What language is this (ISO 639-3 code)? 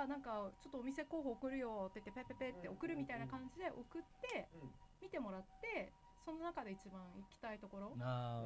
jpn